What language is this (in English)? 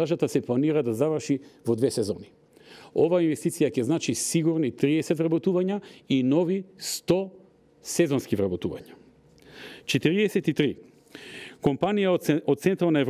Macedonian